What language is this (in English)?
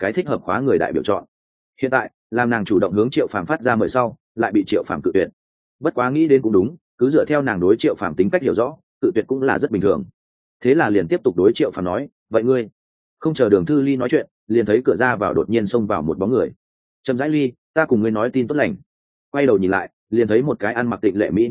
Vietnamese